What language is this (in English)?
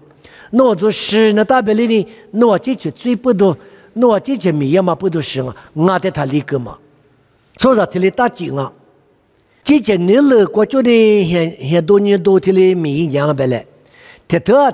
Lisu